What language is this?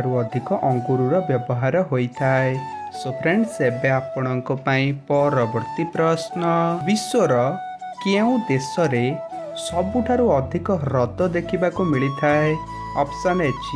Odia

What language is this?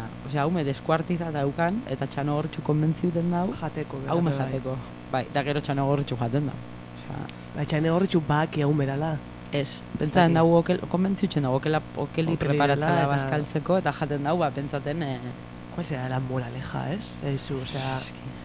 Basque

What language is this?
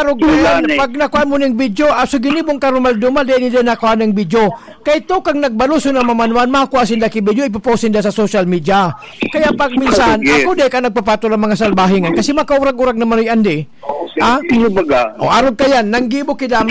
Bikol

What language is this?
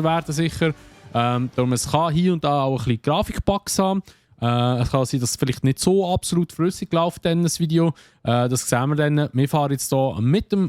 Swiss German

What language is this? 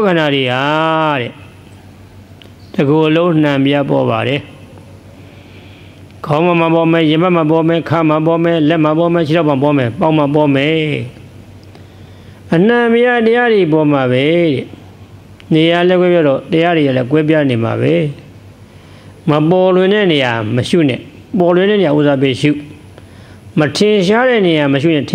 Burmese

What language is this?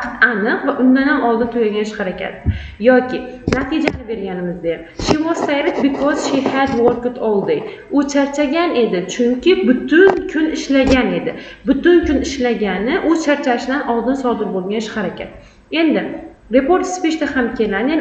Uzbek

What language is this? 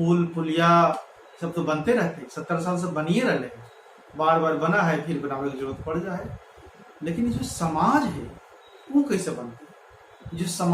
Magahi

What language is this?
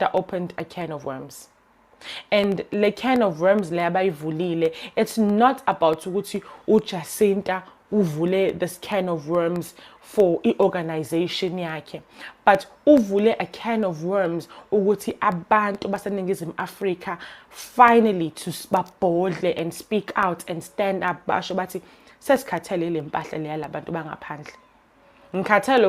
Zulu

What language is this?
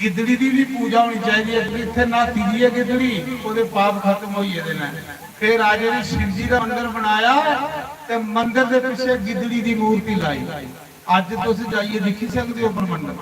Dogri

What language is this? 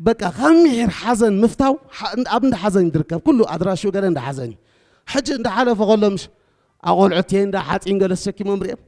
Tigrinya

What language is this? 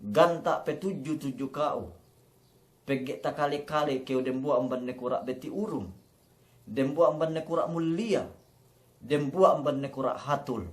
Yakan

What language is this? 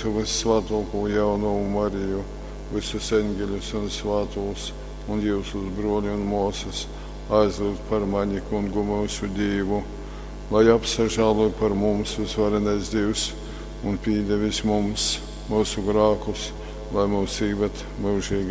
Latgalian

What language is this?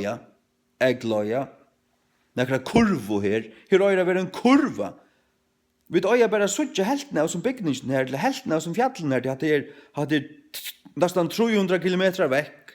Faroese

